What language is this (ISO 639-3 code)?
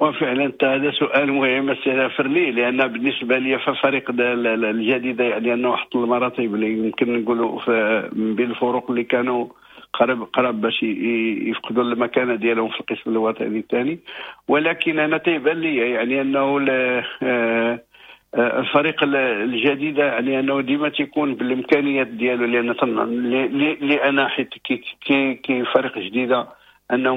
ary